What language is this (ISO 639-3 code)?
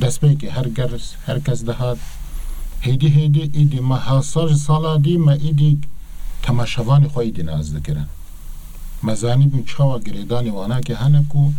kur